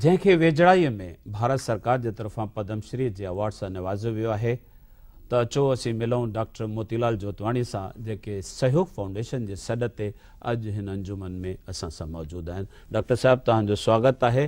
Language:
Sindhi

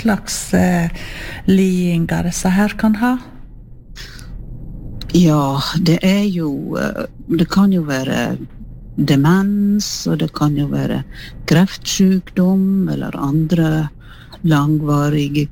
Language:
Norwegian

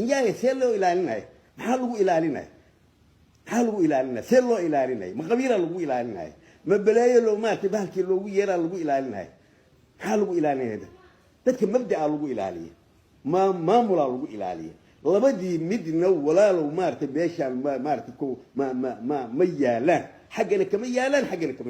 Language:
Somali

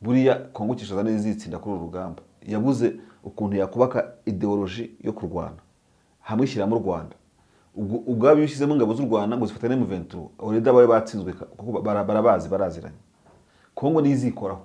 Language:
Kinyarwanda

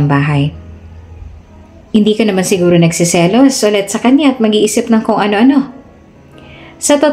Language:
Filipino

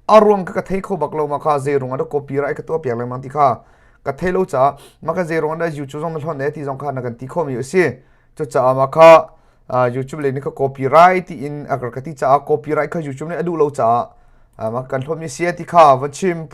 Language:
Hakha Chin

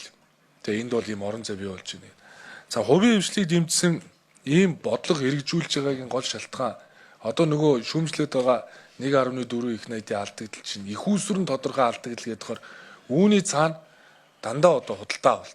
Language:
Mongolian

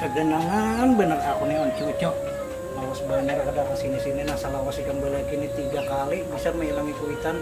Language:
Banjar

